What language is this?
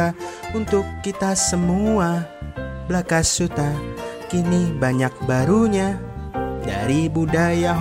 Indonesian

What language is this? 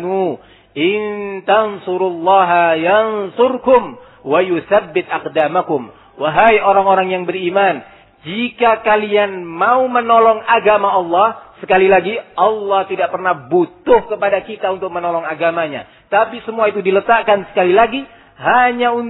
Indonesian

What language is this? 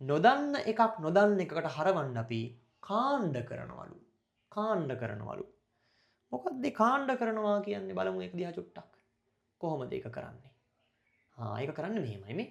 Sinhala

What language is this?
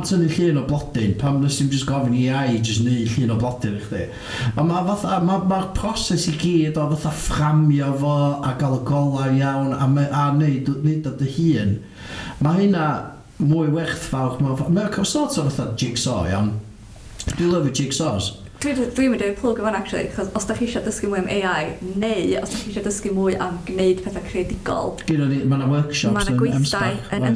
Welsh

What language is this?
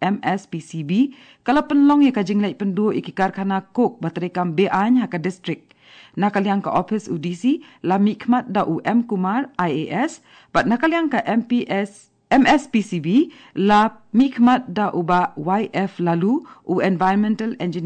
Khasi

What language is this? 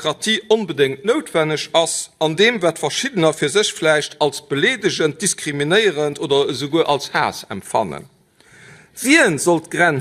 Luxembourgish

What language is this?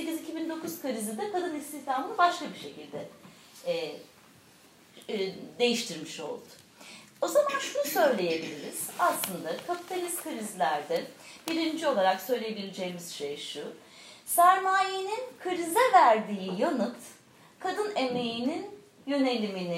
Turkish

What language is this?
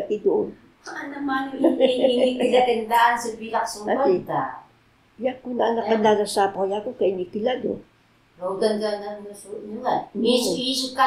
Taroko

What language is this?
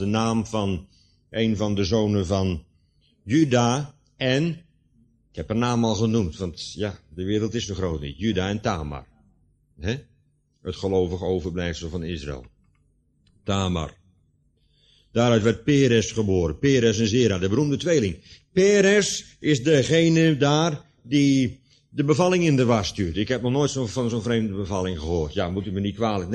Dutch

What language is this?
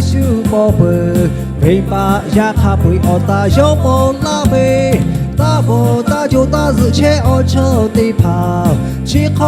Lahu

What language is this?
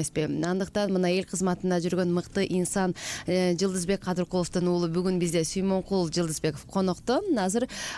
Kyrgyz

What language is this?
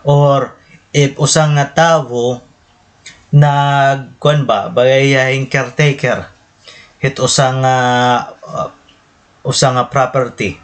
Waray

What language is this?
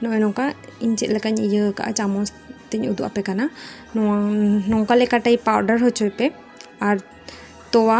Santali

